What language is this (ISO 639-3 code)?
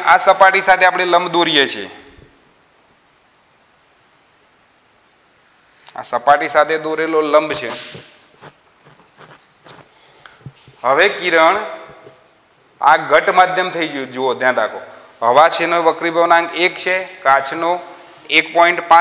guj